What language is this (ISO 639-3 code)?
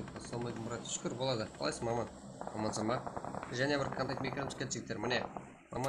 kaa